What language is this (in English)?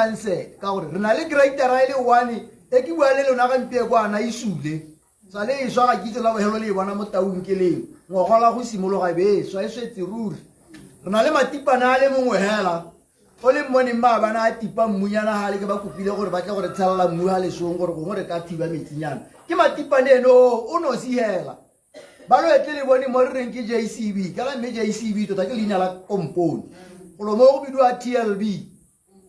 Tswana